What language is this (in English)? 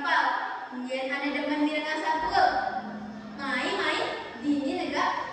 Balinese